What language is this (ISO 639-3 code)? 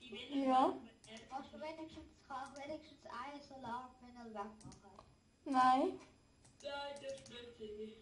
gsw